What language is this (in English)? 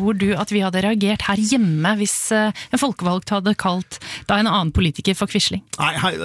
Norwegian